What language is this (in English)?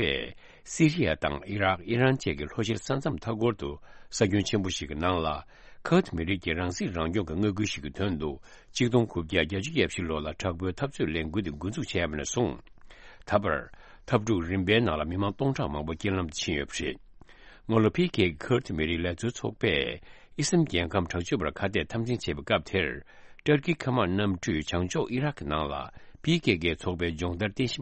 Tibetan